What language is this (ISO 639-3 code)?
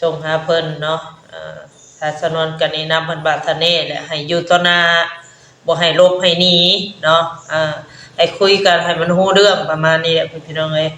tts